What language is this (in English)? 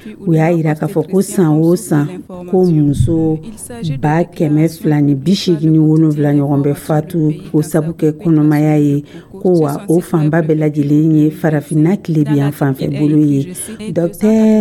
Dyula